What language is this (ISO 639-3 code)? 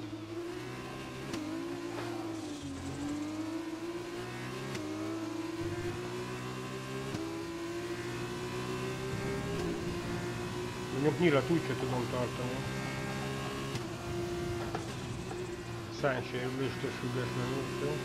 hun